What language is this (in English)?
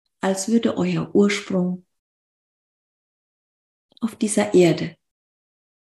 German